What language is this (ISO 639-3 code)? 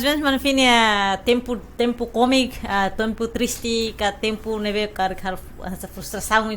tet